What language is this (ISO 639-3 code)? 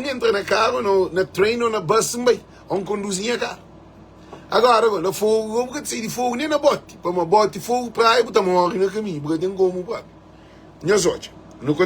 kea